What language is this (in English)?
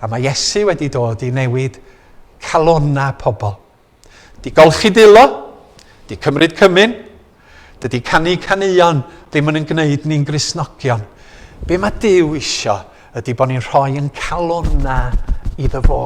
Welsh